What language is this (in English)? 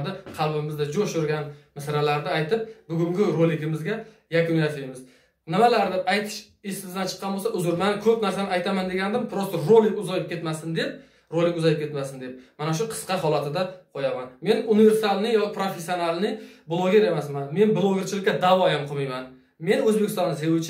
Uzbek